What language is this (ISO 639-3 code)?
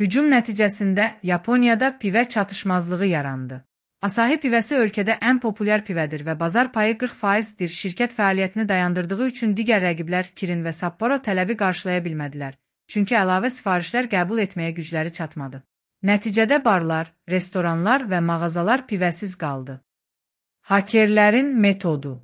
aze